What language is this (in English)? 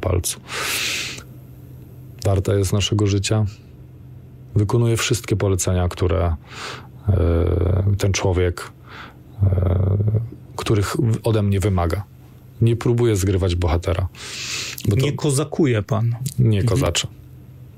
Polish